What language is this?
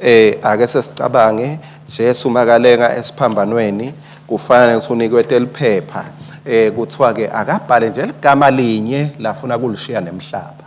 Swati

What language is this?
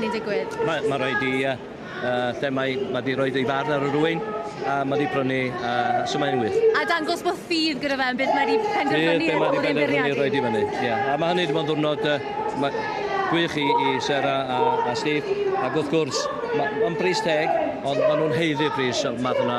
Welsh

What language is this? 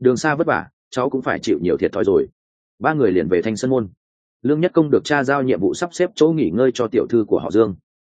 Vietnamese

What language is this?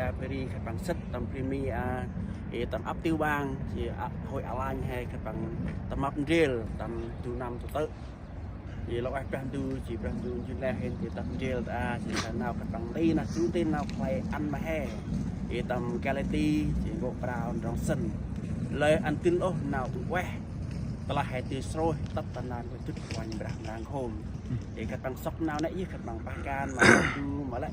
Central Mnong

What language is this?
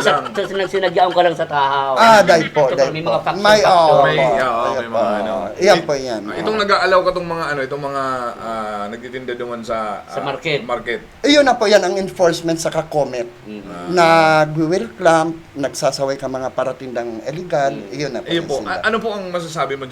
Bikol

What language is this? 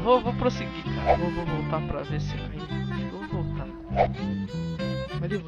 Portuguese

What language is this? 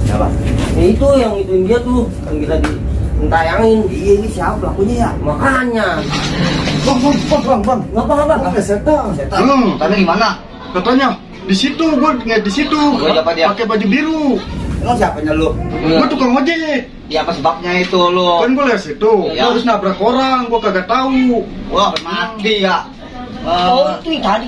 Betawi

